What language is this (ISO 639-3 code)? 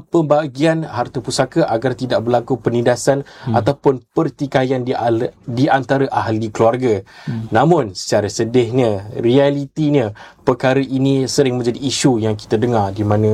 msa